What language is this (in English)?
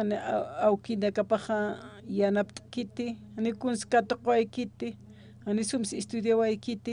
Aymara